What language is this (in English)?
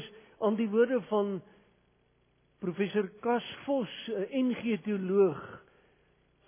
Afrikaans